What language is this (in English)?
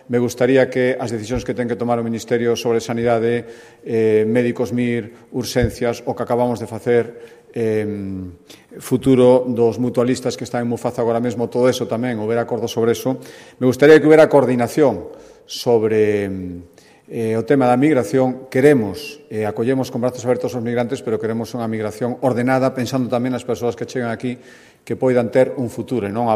Galician